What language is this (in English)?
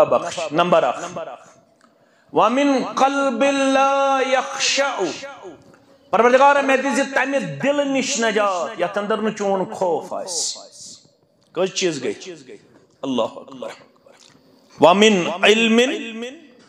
Kashmiri